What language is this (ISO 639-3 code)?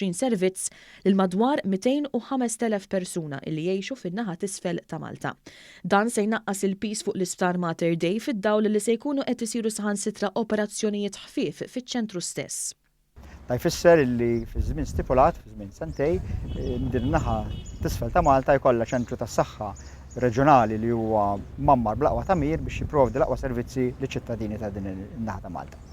mlt